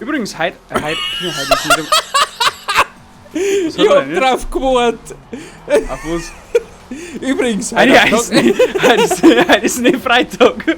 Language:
Bavarian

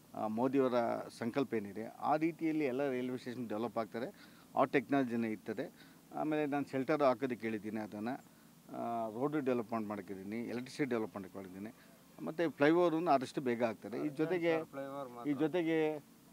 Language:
Kannada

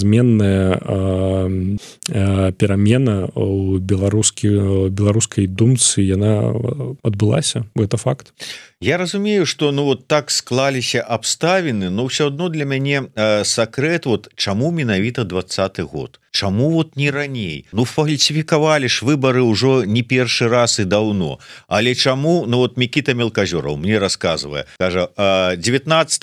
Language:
Belarusian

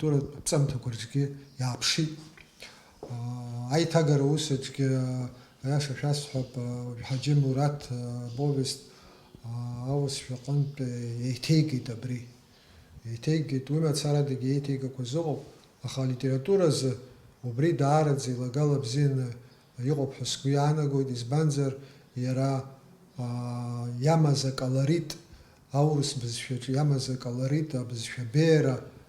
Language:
Abkhazian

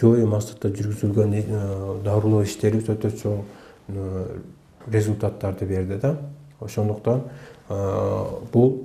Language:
Kyrgyz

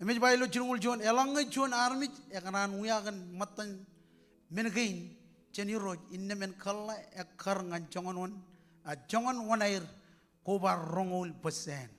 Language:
Marshallese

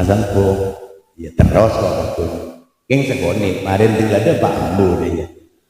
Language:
Madurese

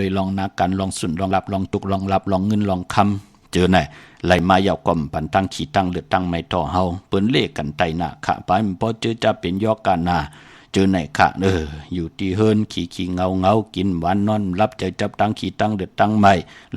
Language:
Shan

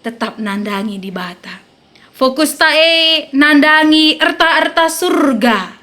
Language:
Batak Karo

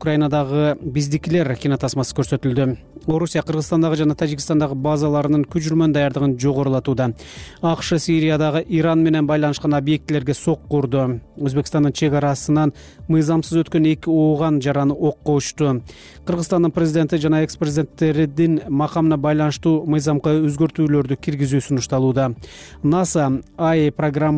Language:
Kyrgyz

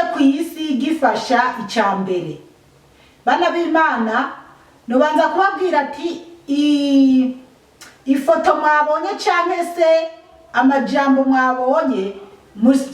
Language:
Rundi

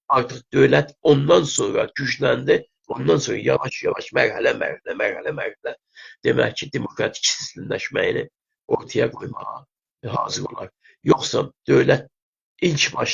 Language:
South Azerbaijani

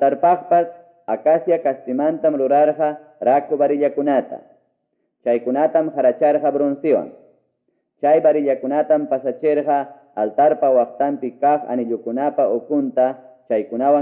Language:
Quechua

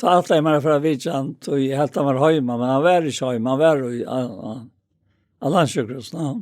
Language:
Faroese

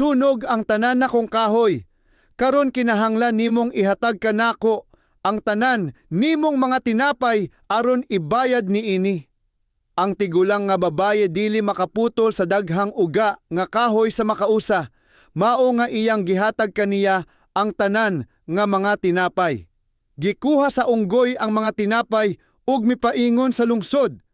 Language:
Cebuano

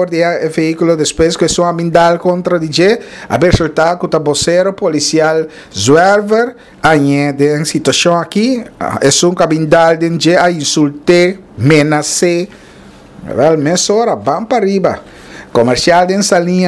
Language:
Papiamento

